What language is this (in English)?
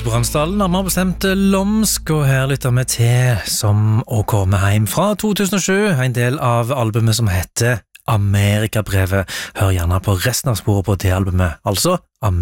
Norwegian